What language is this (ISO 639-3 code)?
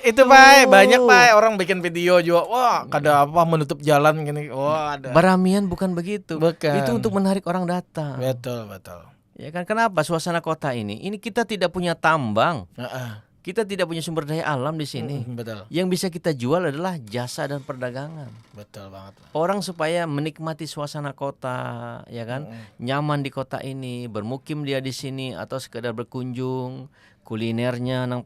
bjn